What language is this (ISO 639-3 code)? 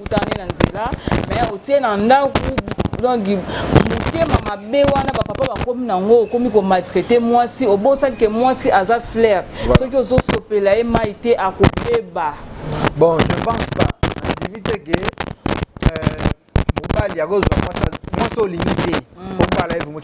lin